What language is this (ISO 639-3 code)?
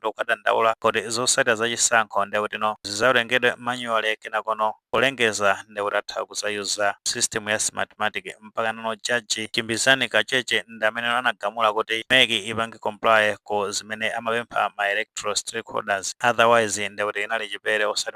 nya